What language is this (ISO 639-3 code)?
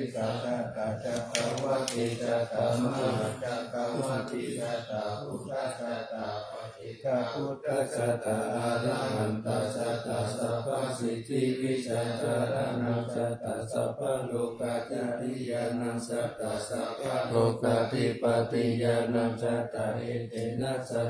pli